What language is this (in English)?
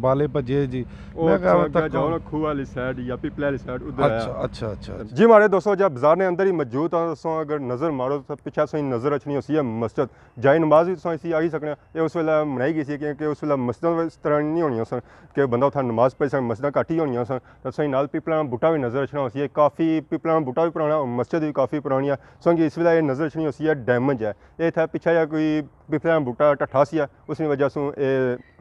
Pahari-Potwari